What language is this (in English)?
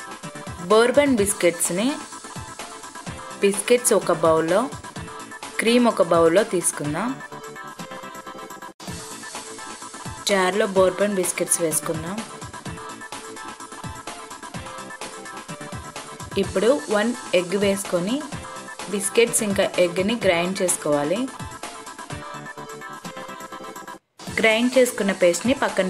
Telugu